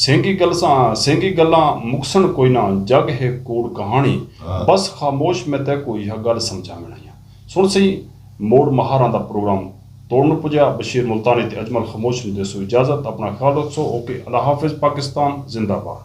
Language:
Saraiki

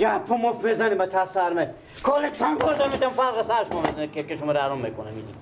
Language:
Persian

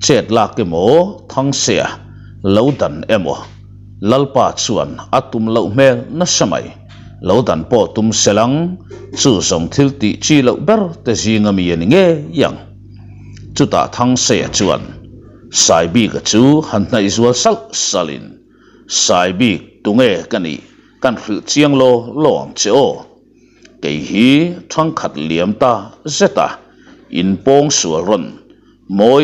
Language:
Mizo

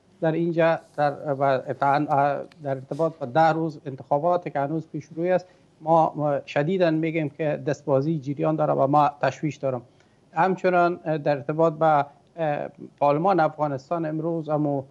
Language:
Persian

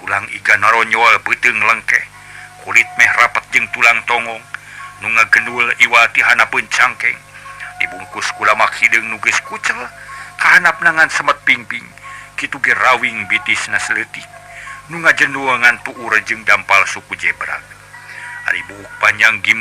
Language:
Sundanese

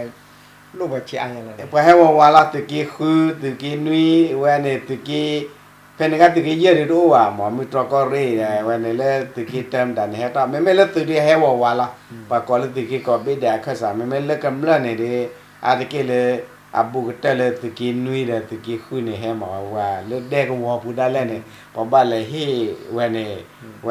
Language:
S'gaw Karen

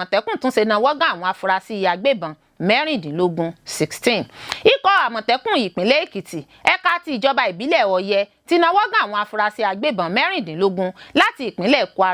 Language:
Yoruba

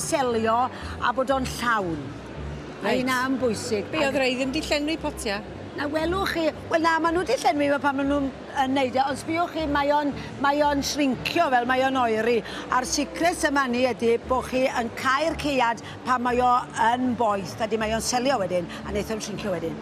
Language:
Welsh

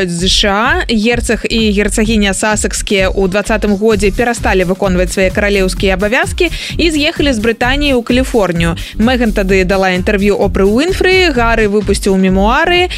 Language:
Belarusian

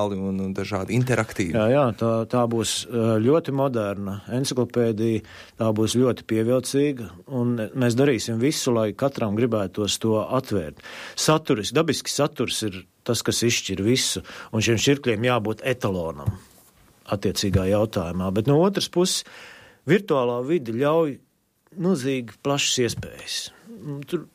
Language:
Latvian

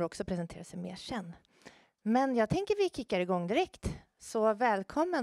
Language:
Swedish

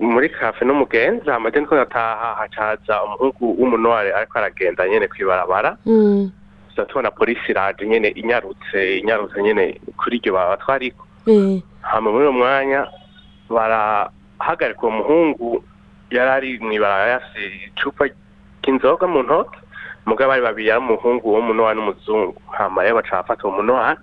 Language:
Rundi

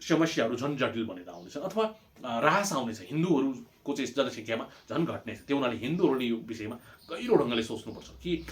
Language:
Nepali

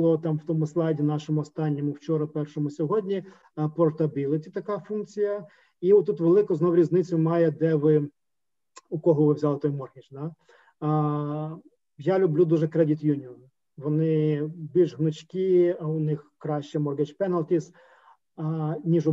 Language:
Ukrainian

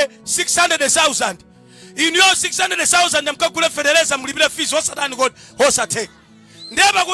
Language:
Nyanja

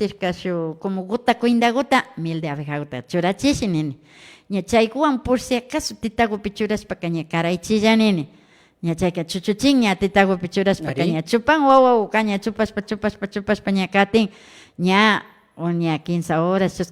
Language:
Imbabura Highland Quichua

